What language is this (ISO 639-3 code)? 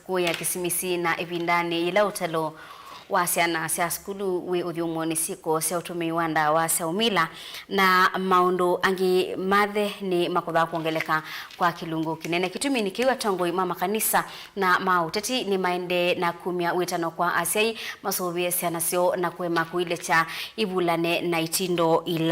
kam